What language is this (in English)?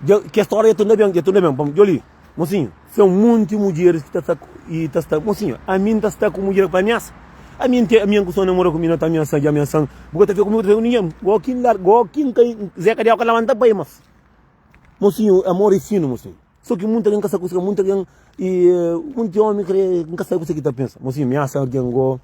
Kabuverdianu